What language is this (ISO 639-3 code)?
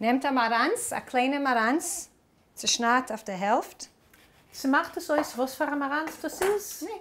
yid